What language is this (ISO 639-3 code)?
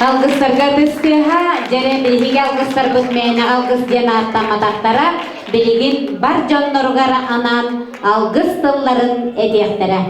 sah